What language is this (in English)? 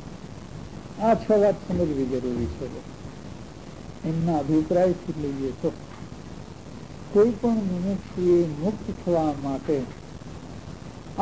Gujarati